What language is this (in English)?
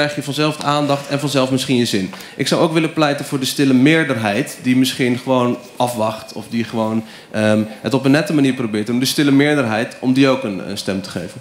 Dutch